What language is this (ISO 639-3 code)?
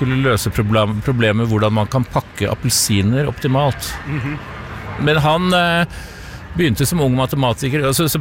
nor